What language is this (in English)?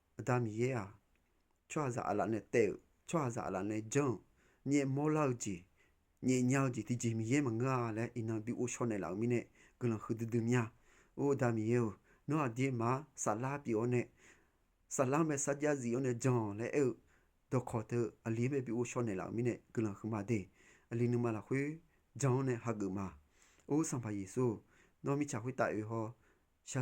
Akha